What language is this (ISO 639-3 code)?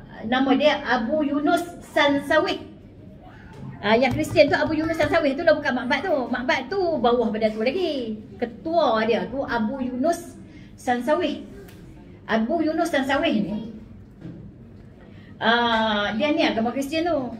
msa